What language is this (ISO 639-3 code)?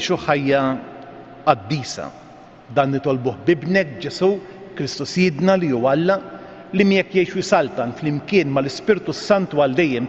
mlt